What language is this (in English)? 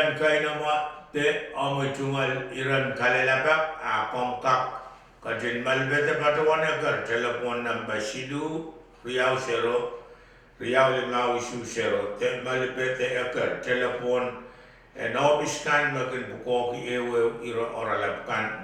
Pohnpeian